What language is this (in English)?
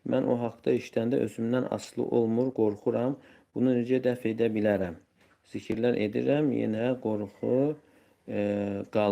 Azerbaijani